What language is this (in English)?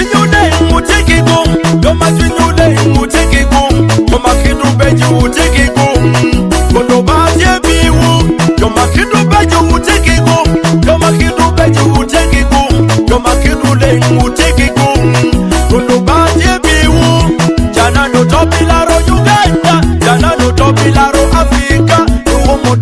Acoli